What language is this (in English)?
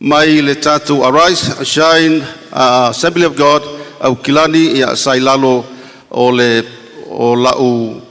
Samoan